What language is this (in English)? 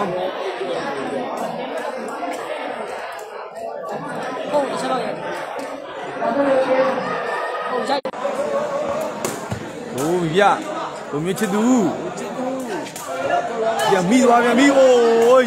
Burmese